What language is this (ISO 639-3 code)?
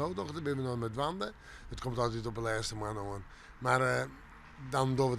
fry